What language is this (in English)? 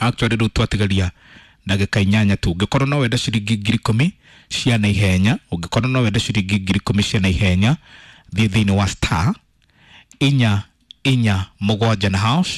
Kikuyu